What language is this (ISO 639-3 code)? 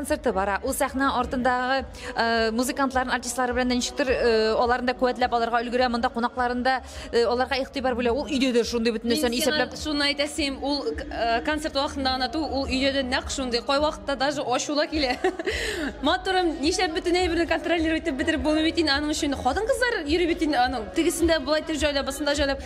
tat